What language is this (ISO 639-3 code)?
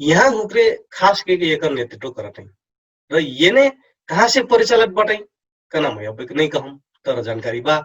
thl